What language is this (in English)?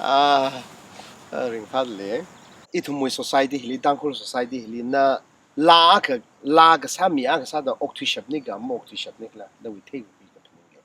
Tangkhul Naga (India)